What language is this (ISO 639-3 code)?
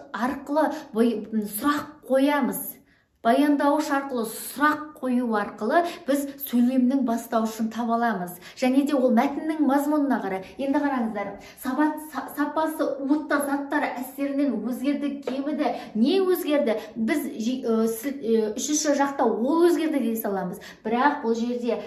kaz